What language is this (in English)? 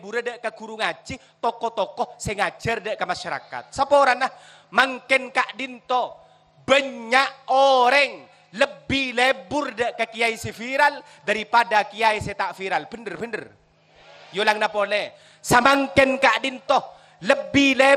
Madurese